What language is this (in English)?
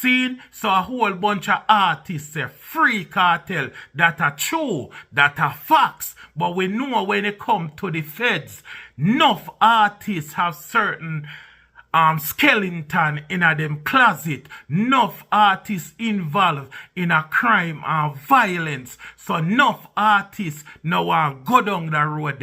Jamaican Creole English